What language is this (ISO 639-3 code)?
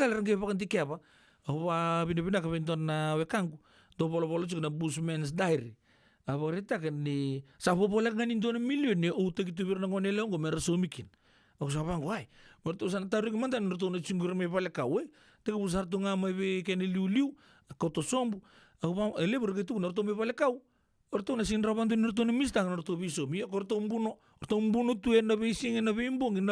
fij